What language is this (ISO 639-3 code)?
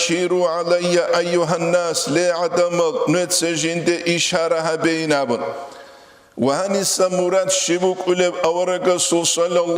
ava